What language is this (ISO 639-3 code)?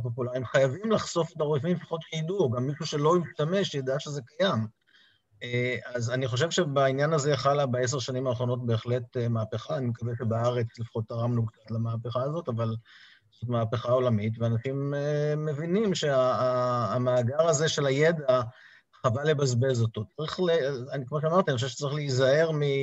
heb